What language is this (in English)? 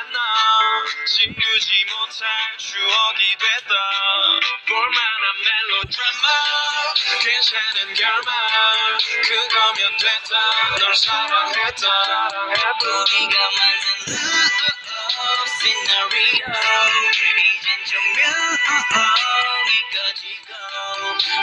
Korean